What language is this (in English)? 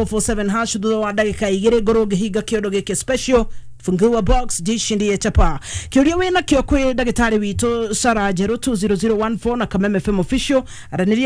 Kikuyu